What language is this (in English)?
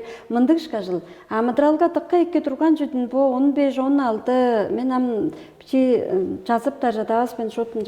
Tuvinian